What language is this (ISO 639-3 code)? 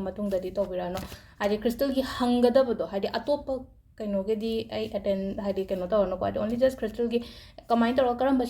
mni